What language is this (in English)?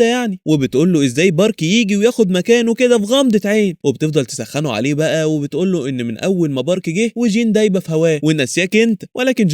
Egyptian Arabic